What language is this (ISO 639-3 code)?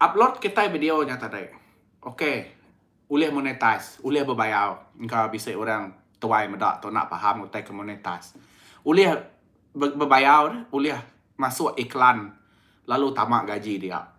iba